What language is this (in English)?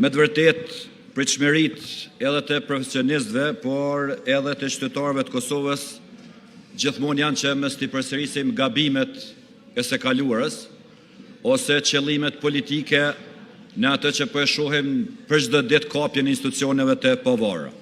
Albanian